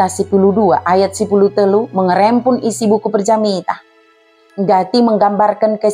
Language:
Batak Dairi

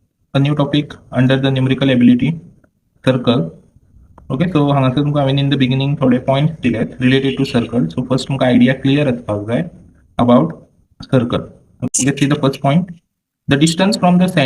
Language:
Konkani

